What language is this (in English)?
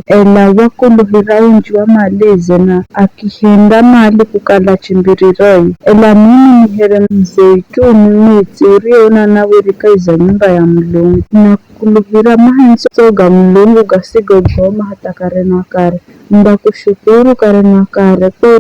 Giryama